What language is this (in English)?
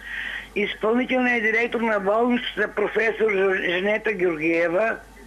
Bulgarian